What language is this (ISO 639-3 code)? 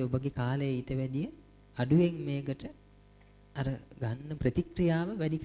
sin